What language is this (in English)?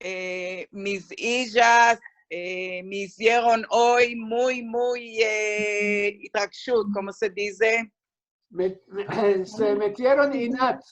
Ladino